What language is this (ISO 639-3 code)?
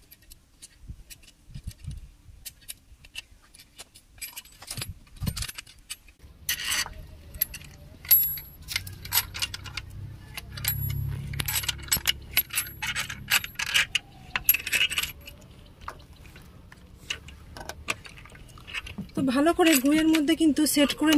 ben